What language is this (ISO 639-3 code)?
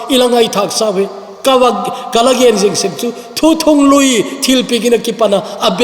tcz